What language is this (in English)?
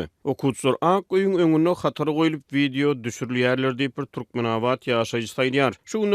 Turkmen